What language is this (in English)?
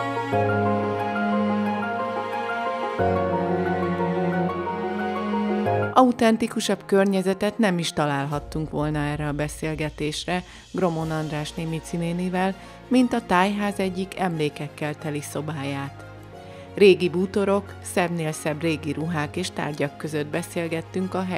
Hungarian